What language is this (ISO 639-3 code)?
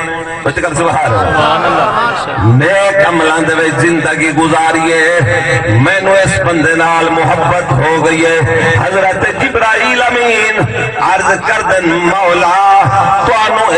skr